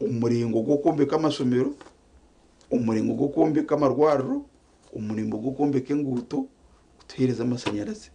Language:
Nyankole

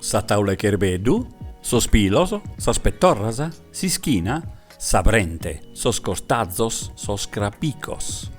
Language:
Sardinian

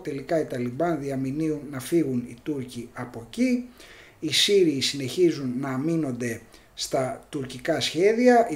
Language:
Greek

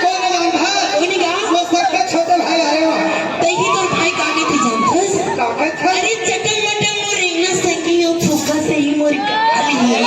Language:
Chhattisgarhi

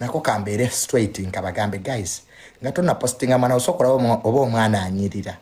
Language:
Ganda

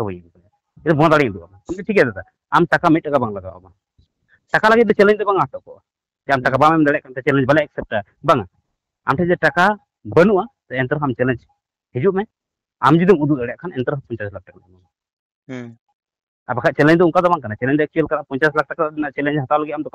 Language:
Santali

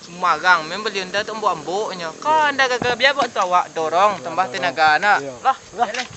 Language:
Minangkabau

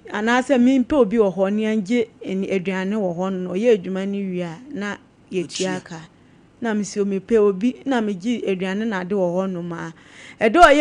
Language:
Akan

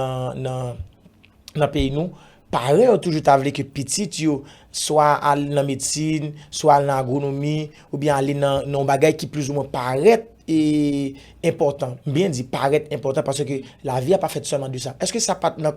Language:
Haitian Creole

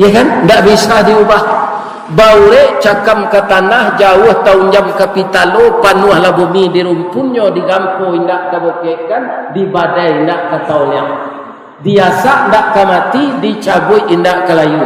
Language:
Minangkabau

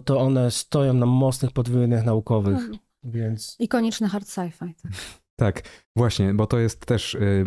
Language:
Polish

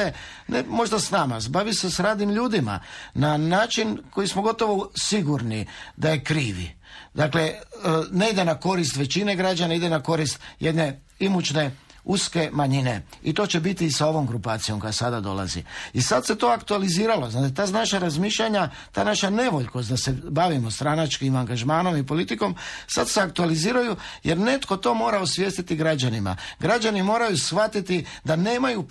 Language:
Croatian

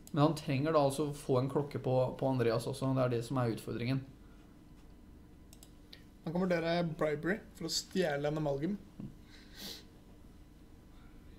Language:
Norwegian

